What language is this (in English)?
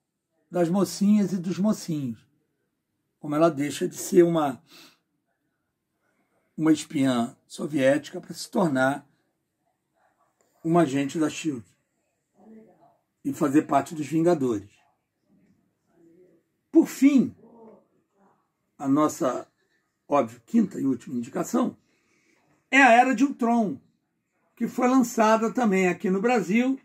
Portuguese